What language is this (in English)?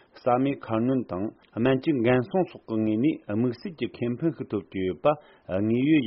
Tibetan